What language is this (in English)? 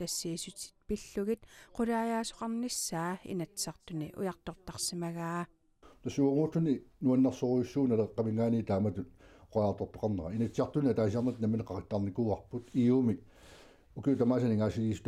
Kalaallisut